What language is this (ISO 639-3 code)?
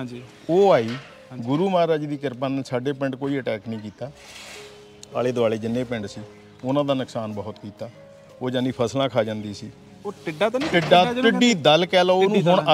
pan